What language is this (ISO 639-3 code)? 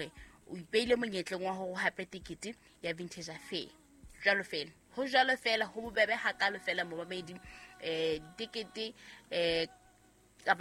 sot